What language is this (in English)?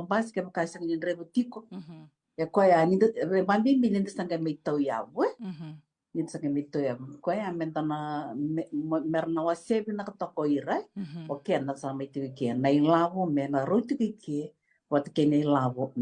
Fijian